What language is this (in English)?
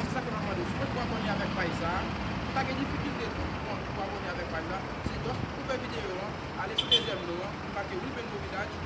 Haitian Creole